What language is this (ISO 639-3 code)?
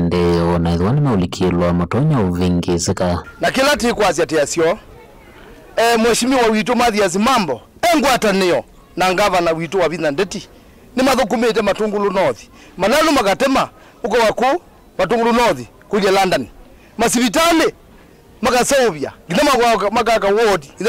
kam